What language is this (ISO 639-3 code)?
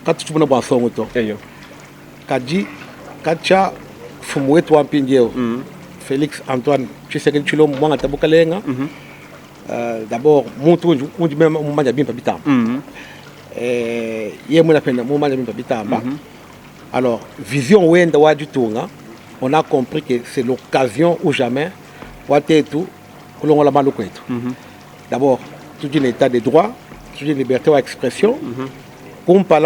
lua